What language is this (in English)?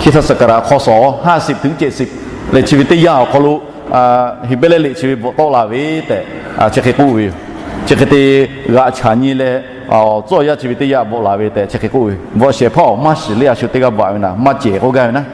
Lahu